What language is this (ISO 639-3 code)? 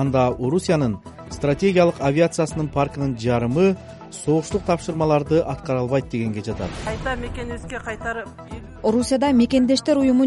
kir